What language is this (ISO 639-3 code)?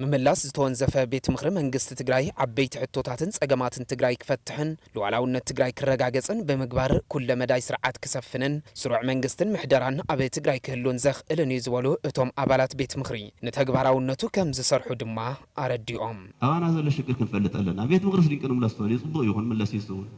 tir